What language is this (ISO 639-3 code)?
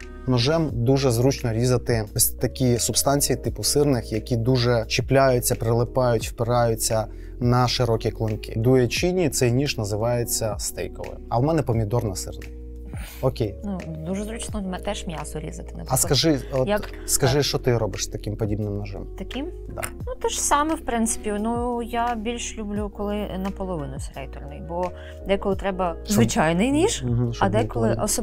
ukr